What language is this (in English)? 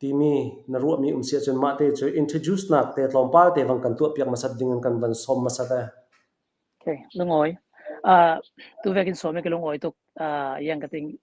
Falam Chin